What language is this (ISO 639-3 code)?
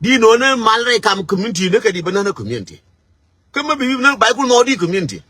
nus